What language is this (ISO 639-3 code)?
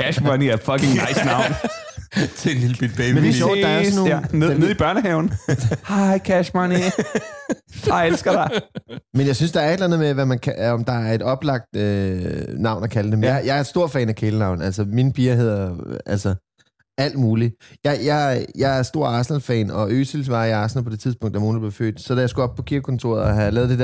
dan